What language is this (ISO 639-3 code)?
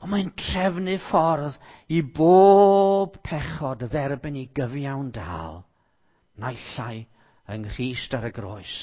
cym